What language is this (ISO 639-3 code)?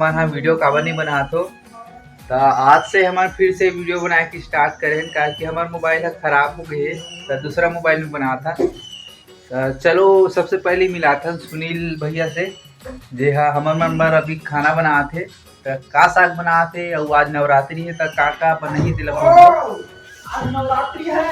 hne